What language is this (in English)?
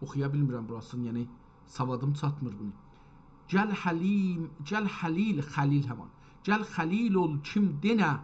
South Azerbaijani